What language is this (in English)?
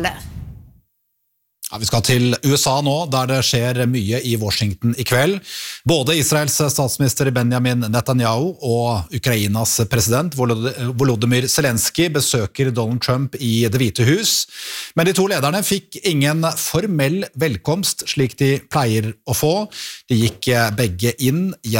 Norwegian